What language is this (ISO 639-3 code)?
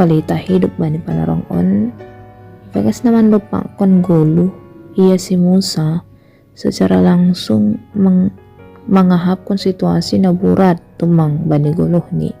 bts